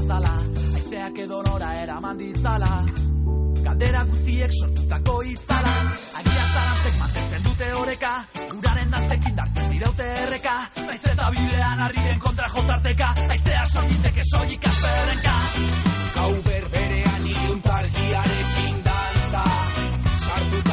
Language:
Basque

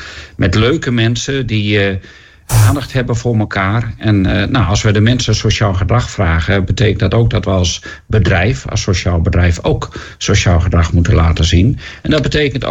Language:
Dutch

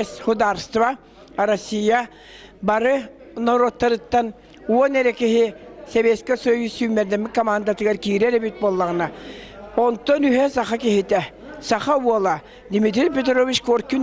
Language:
Yakut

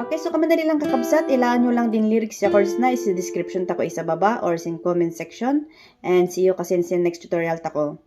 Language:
Kankanaey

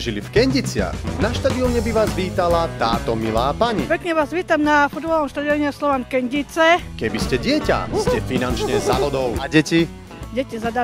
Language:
Slovak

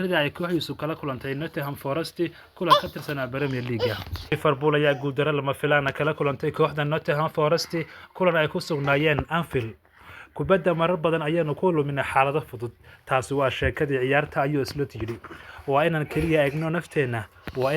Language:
Somali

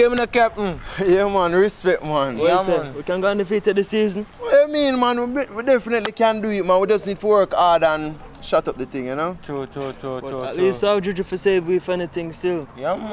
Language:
Jamaican Creole English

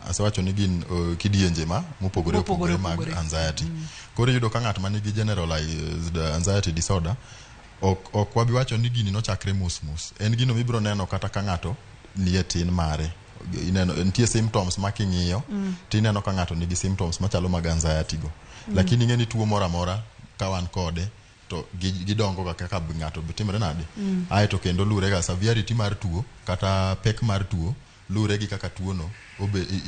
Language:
Luo (Kenya and Tanzania)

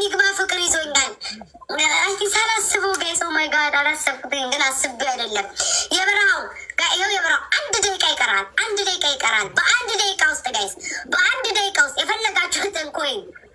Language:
Amharic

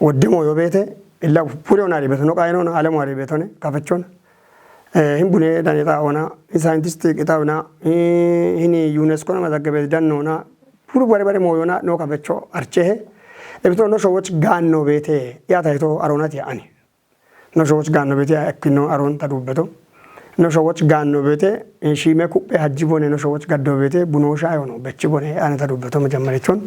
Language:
Kafa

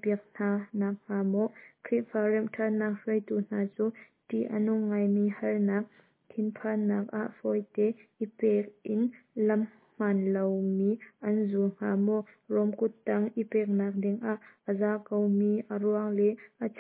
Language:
Hakha Chin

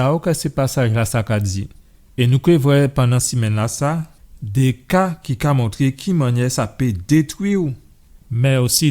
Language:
Guadeloupean Creole French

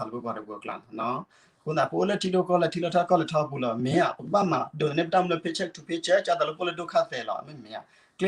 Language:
S'gaw Karen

